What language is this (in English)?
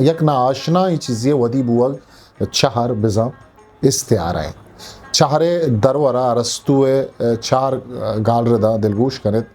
Eastern Balochi